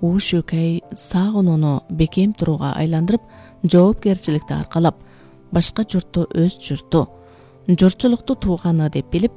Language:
Kyrgyz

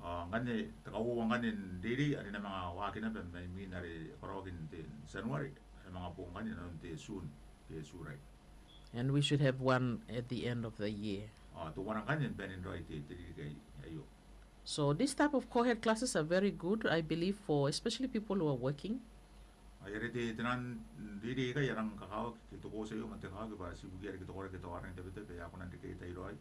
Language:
Gilbertese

